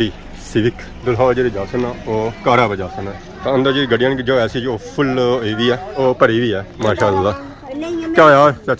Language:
Pahari-Potwari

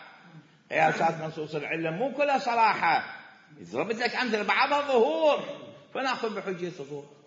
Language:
Mesopotamian Arabic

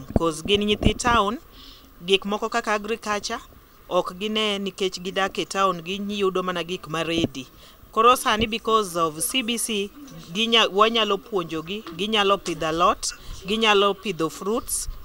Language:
Luo (Kenya and Tanzania)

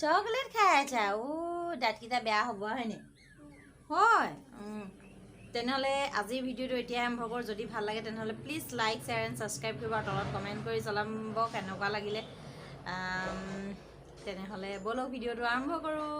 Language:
Assamese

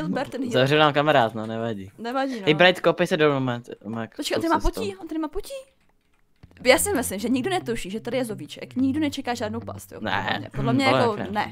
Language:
Czech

